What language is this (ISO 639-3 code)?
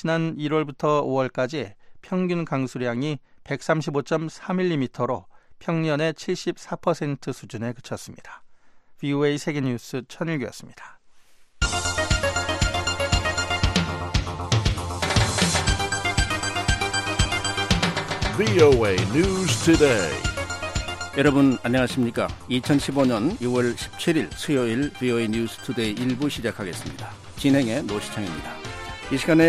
kor